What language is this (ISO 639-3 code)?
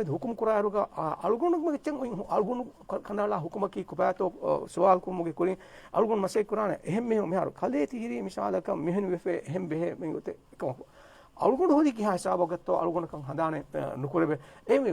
div